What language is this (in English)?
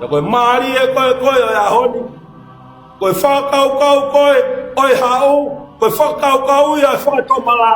Tongan